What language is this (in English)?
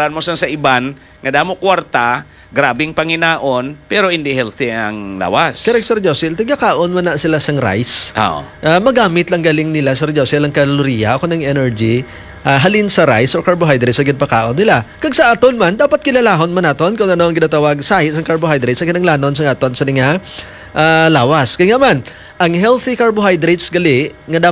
Hiligaynon